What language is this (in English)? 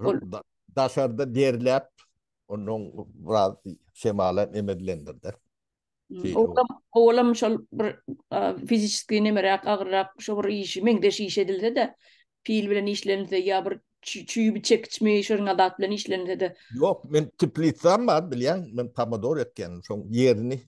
Turkmen